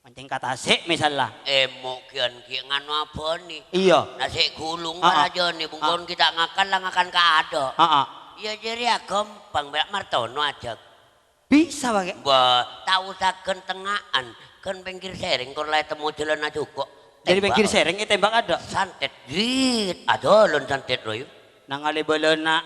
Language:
Madurese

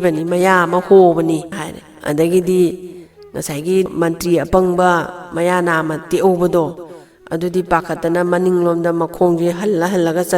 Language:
Manipuri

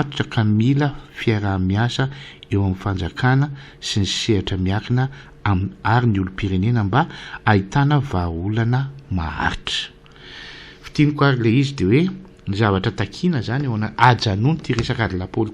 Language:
Malagasy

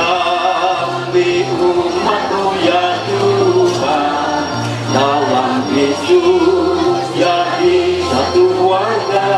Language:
Ma'anyan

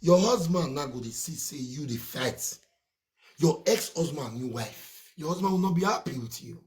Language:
Nigerian Pidgin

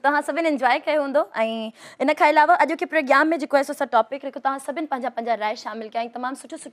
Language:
Sindhi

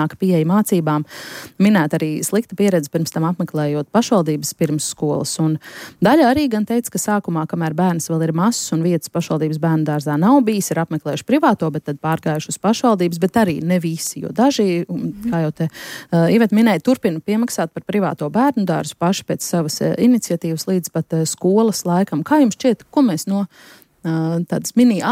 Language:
Latvian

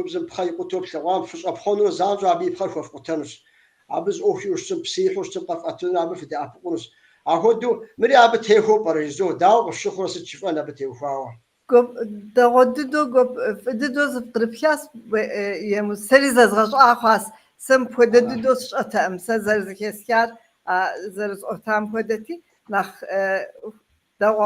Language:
Kabardian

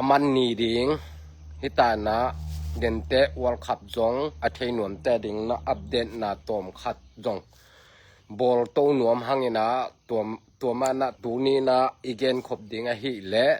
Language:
Tedim Chin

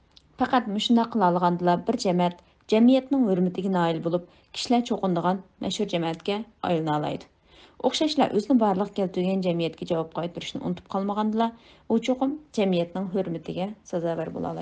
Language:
Uyghur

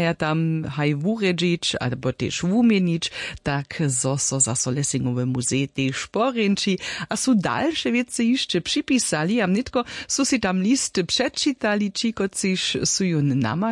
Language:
Upper Sorbian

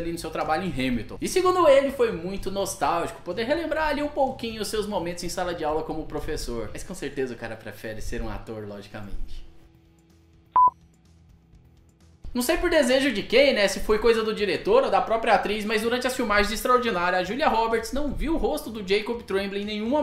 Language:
Portuguese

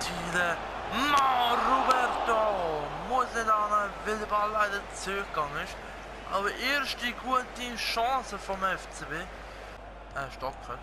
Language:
Swiss German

